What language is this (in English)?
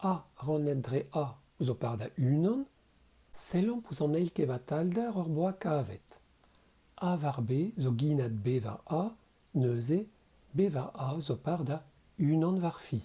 Breton